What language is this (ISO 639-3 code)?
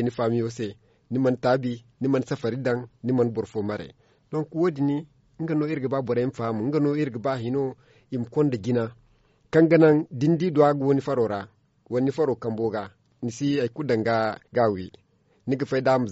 dje